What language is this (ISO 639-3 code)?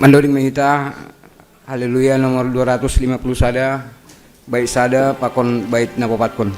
bts